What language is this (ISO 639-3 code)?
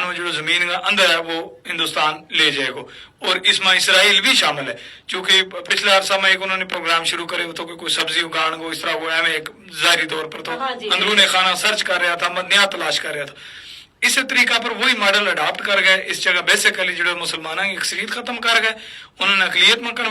gju